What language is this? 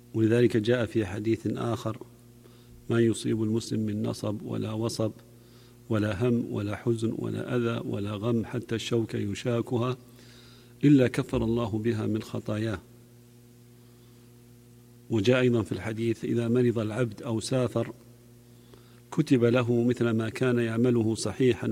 Arabic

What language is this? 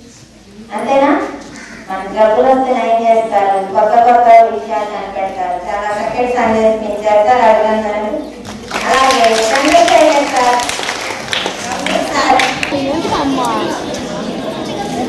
Telugu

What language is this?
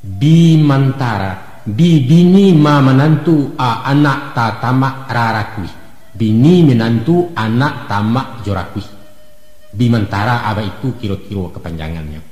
Minangkabau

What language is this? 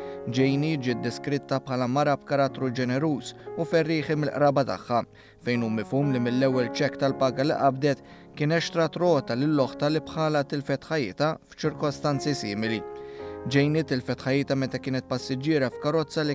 Maltese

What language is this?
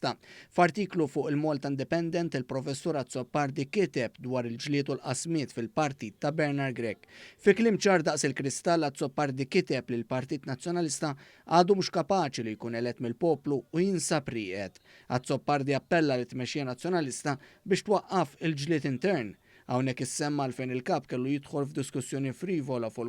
Maltese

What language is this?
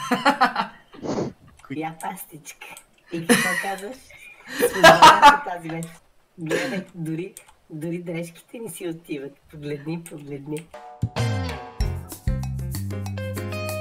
Bulgarian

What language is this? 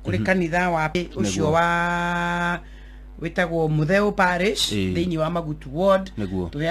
Kikuyu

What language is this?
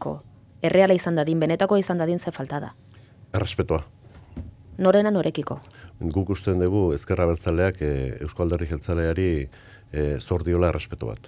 Basque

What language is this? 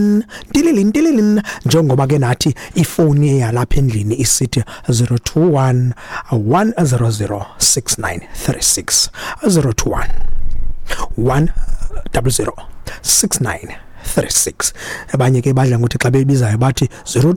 Xhosa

